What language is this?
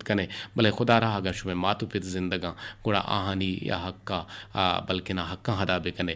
Eastern Balochi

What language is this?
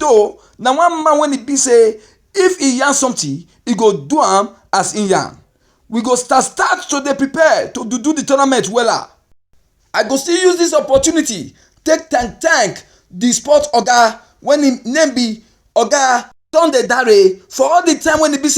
Nigerian Pidgin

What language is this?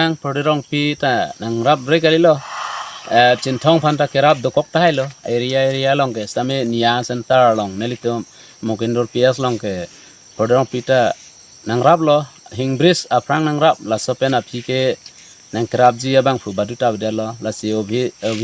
Karbi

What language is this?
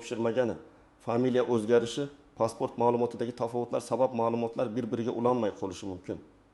Uzbek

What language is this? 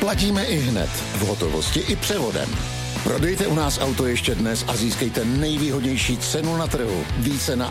Czech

